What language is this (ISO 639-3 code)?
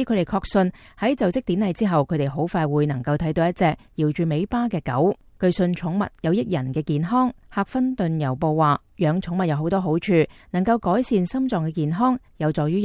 yue